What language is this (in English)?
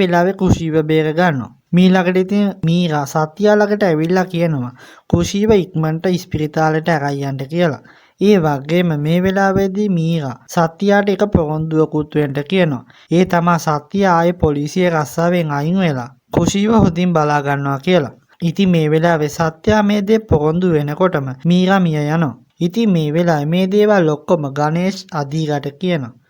Sinhala